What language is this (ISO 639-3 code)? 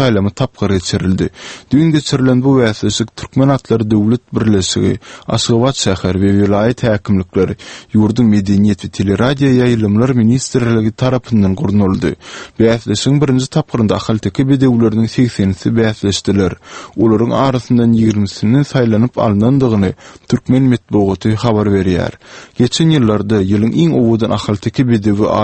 tuk